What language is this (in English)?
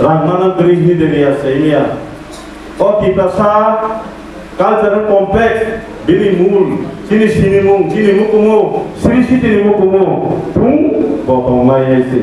Kok Borok